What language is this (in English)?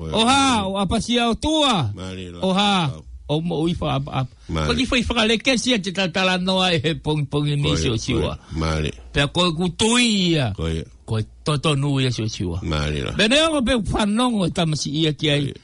Tongan